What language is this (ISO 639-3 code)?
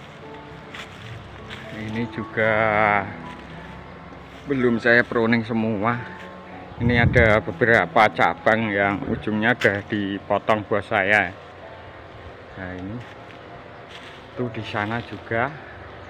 ind